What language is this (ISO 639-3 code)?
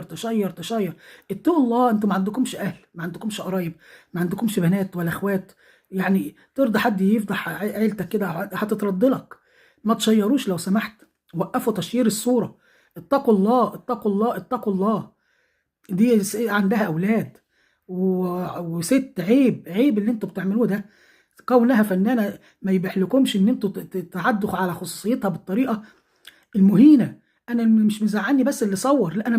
arz